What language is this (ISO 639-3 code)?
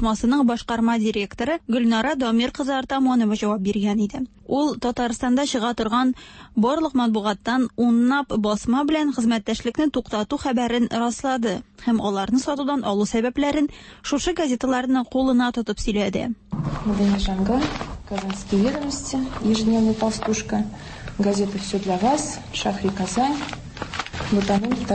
tat